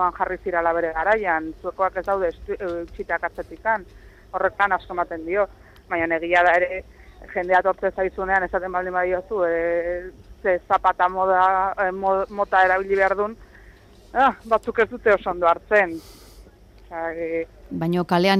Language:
Basque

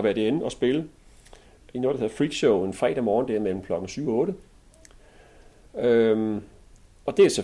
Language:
Danish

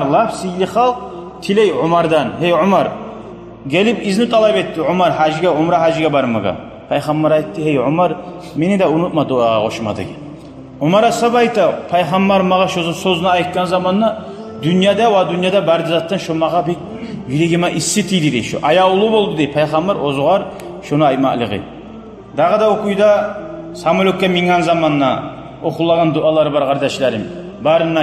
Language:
Kumyk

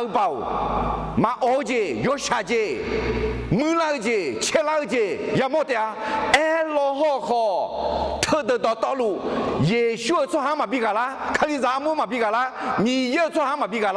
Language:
Akha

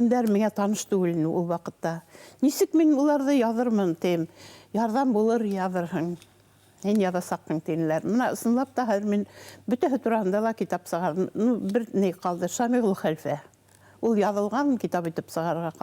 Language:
Bashkir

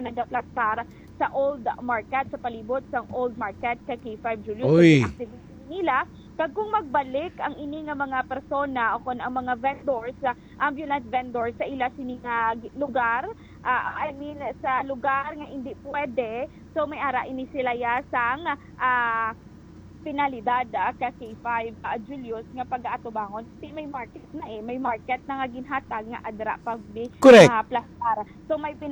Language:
Hiligaynon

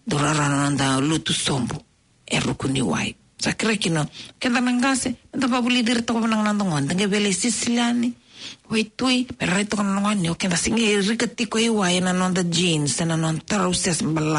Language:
Fijian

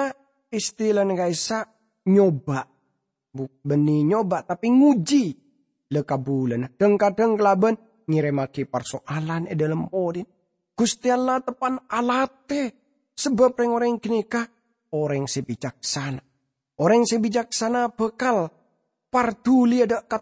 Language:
Madurese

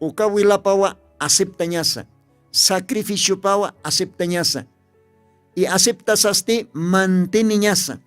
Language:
Aymara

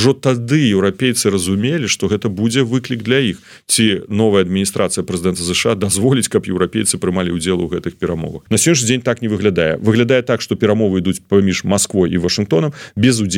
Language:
Belarusian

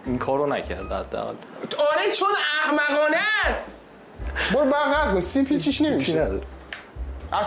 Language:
Persian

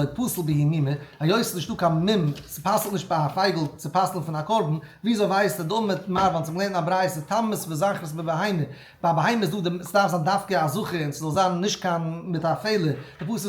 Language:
Yiddish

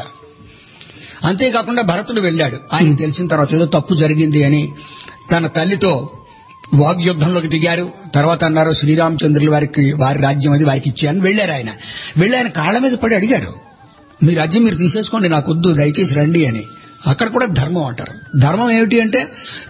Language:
Telugu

